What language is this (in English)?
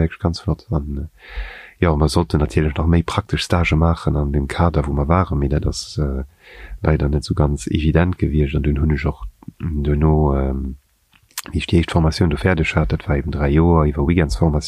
Luxembourgish